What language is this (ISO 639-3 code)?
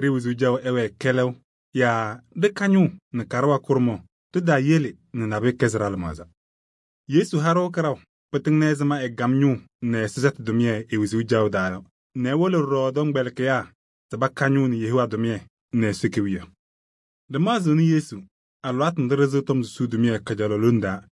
kbp